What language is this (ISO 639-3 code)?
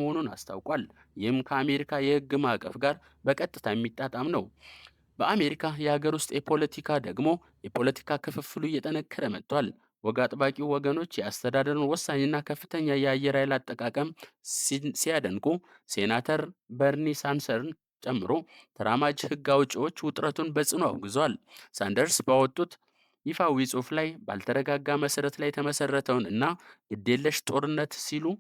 amh